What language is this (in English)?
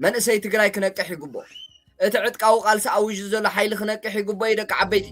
Tigrinya